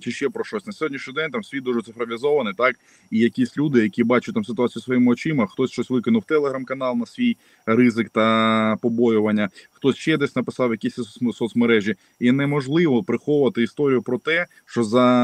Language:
Ukrainian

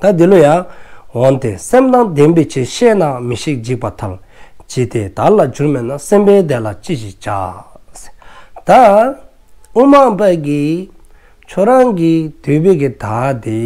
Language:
Dzongkha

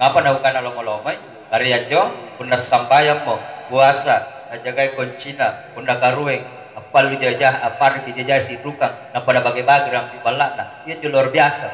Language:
Makasar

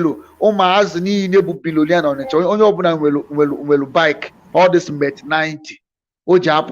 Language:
Igbo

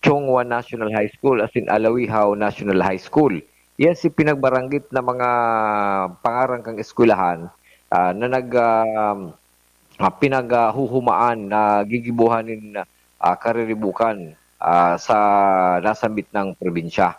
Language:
Bikol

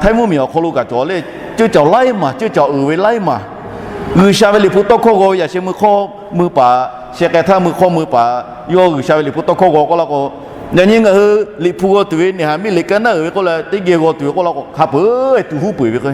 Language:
Lahu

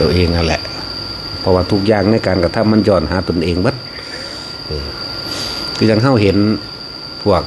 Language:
Northeastern Thai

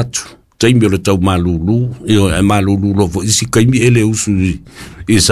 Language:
Samoan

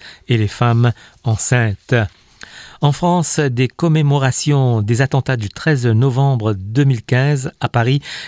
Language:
French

